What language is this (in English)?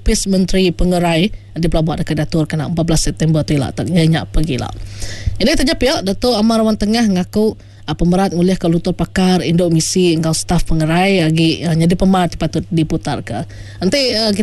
Iban